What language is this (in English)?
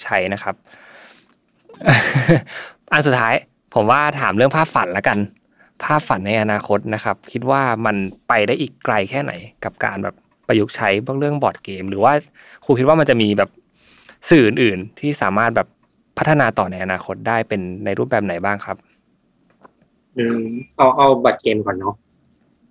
Thai